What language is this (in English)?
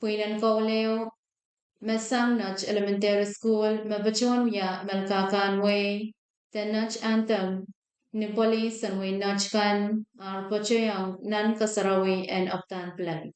Pohnpeian